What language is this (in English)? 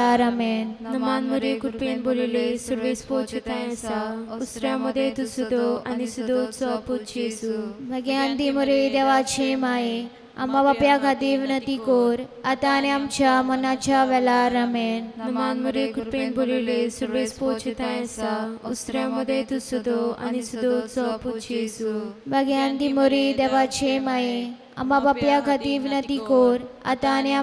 Konkani